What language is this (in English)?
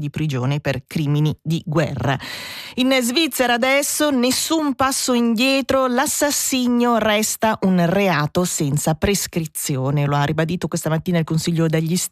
Italian